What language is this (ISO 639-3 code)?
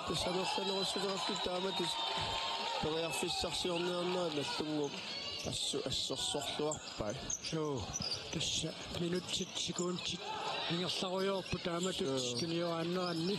kal